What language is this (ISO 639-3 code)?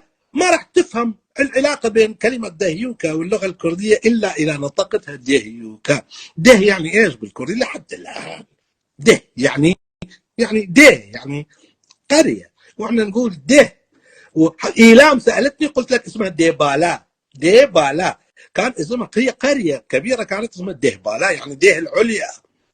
apc